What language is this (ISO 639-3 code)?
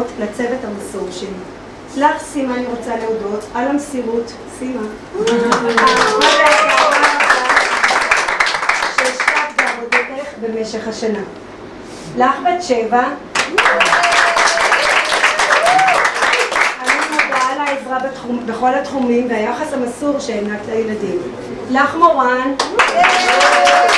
heb